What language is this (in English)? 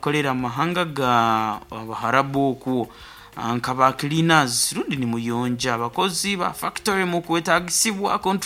Nyoro